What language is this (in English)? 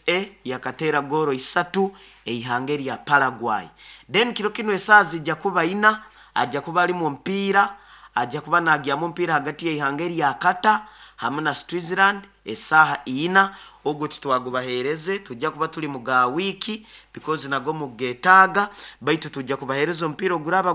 Nyoro